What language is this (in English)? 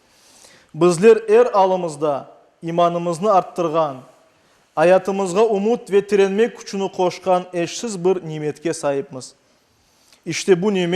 Crimean Tatar